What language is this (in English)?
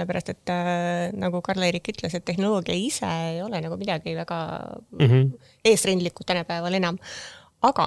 Estonian